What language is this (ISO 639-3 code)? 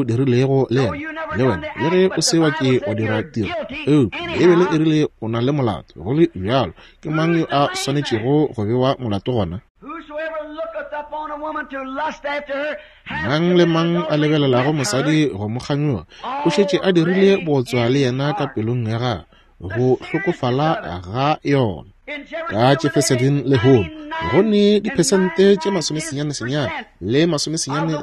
nso